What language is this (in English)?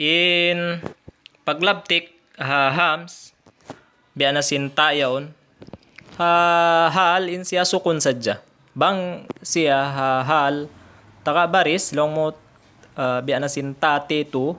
Tausug